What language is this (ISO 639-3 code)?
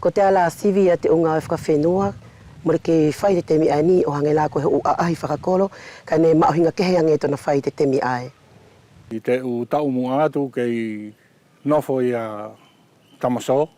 wls